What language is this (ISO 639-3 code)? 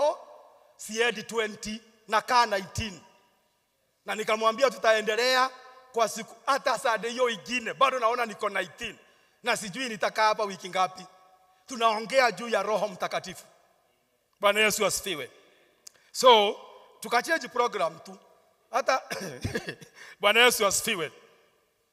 swa